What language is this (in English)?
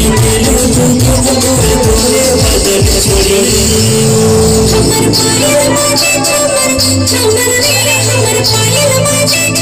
Bhojpuri